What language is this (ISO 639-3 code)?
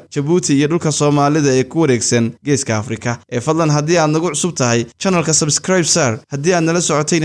som